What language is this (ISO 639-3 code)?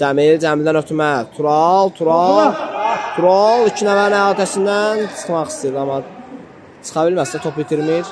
aze